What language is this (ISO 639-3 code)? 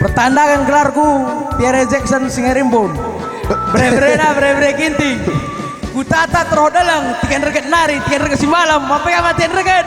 btx